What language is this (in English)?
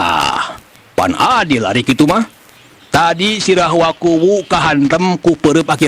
Sundanese